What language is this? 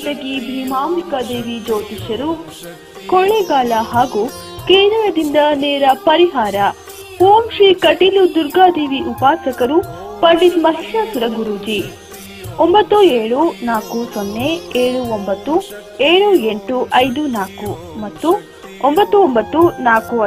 Kannada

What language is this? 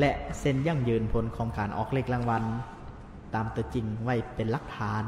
Lao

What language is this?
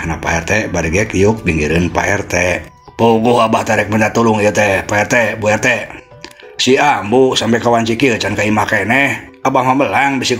Sundanese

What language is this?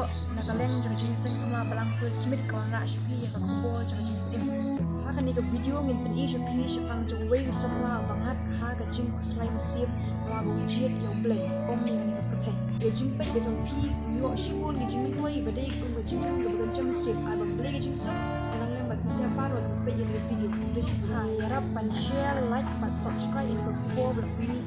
Khasi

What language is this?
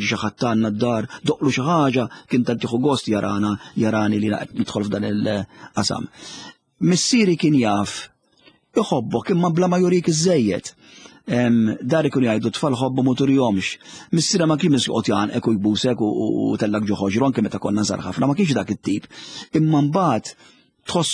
Maltese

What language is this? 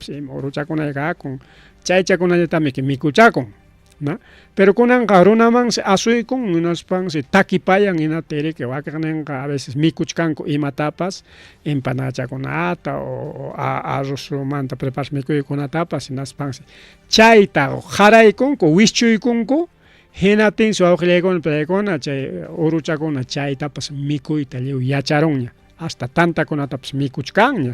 Ayacucho Quechua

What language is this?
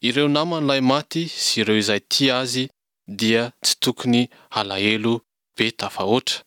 Malagasy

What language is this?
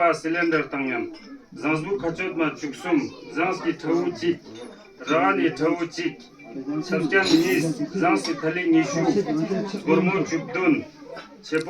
Ladakhi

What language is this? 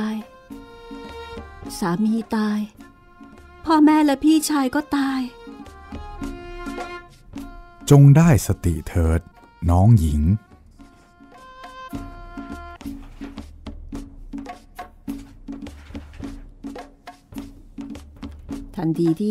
Thai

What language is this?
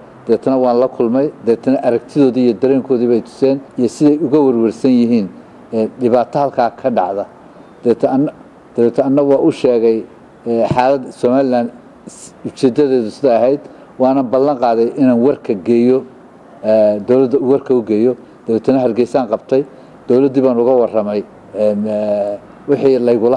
Somali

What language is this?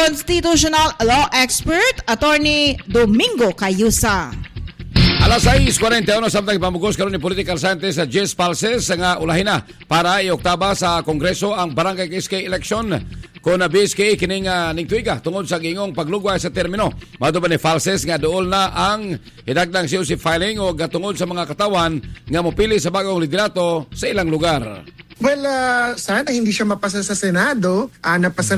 Cebuano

